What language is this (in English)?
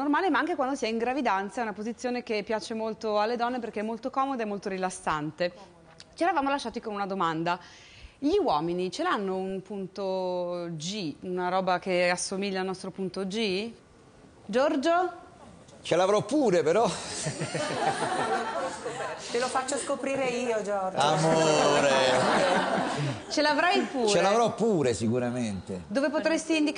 Italian